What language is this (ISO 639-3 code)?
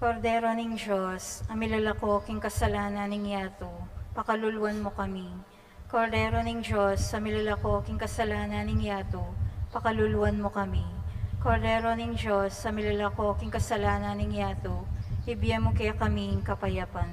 pam